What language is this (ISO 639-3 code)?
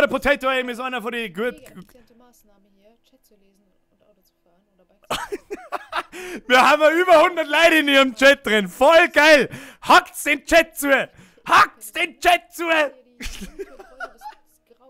bar